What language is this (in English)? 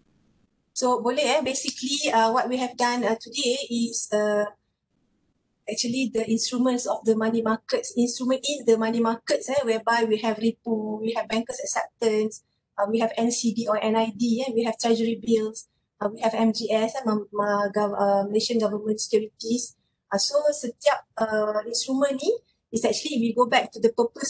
Malay